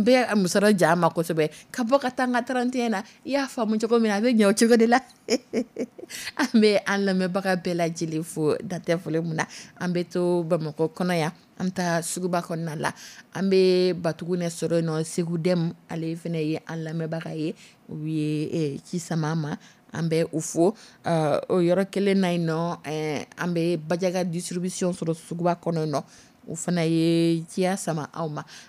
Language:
Dyula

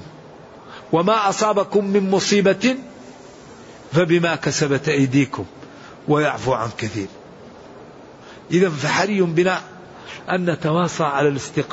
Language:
Arabic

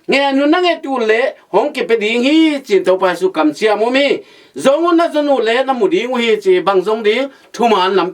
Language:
Tedim Chin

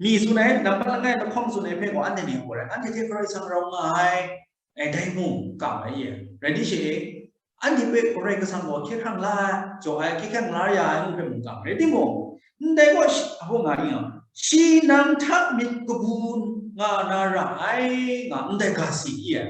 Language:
Kachin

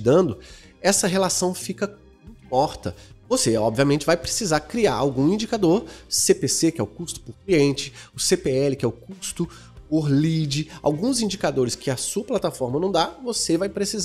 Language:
Portuguese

